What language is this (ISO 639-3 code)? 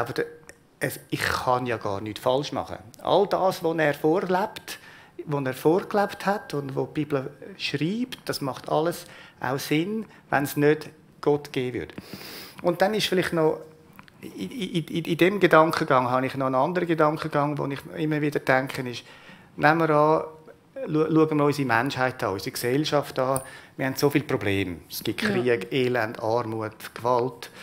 gsw